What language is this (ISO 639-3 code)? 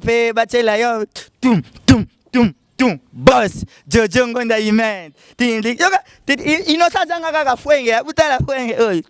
lin